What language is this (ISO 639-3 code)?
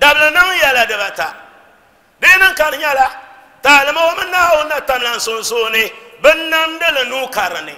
dag